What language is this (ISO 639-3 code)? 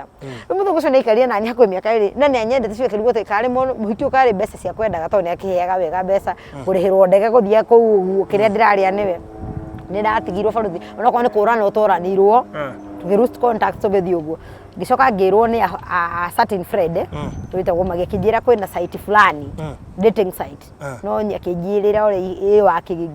kik